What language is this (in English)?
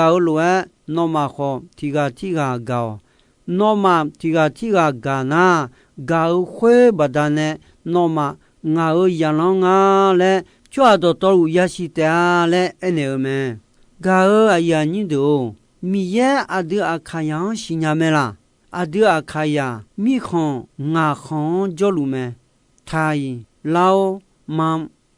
Akha